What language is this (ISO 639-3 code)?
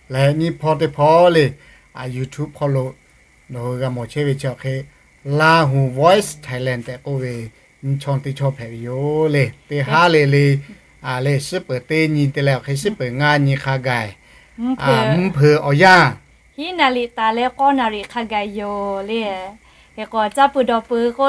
lhu